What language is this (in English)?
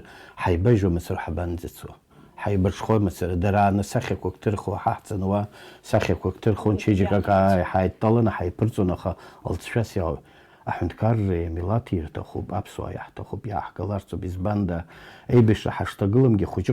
Abkhazian